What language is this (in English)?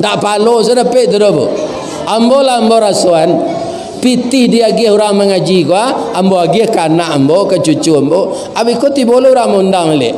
Minangkabau